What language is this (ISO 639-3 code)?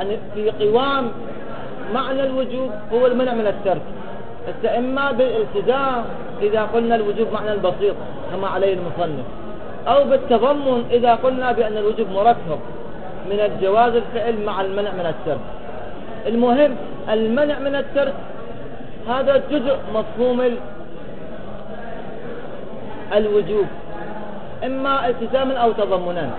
ara